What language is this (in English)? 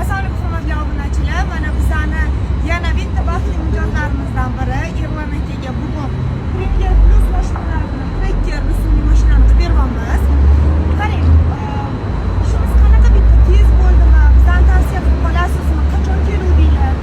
Uzbek